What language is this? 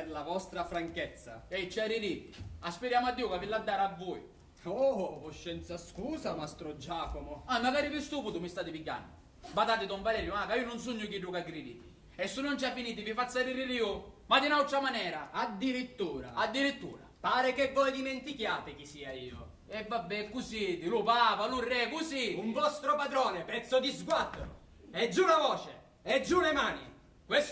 Sicilian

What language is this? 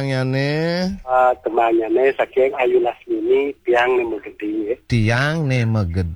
Balinese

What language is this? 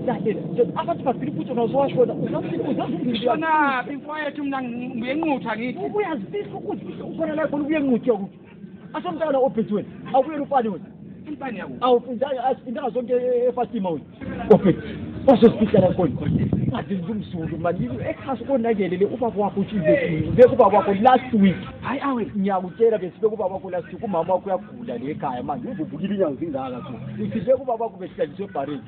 Zulu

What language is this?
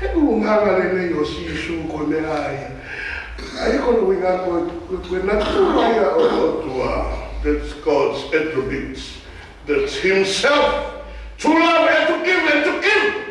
Tongan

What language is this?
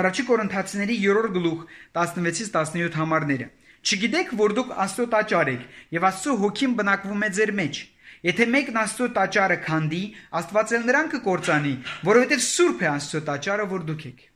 Armenian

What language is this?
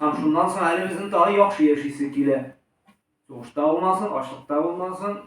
Tatar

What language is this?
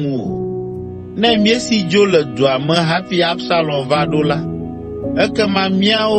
Ewe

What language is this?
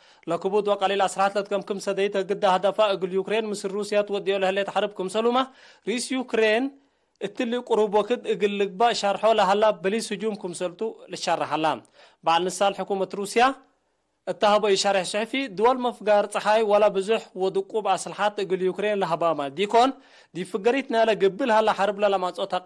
Tigre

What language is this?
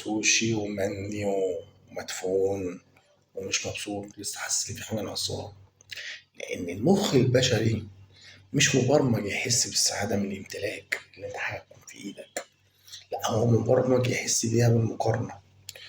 Egyptian Arabic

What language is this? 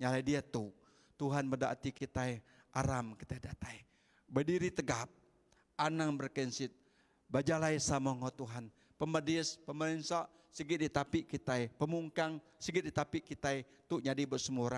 Iban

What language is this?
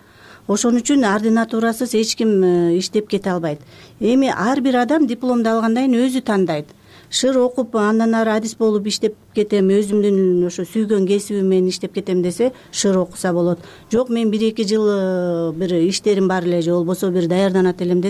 Kyrgyz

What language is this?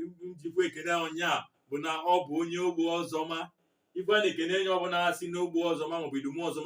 Igbo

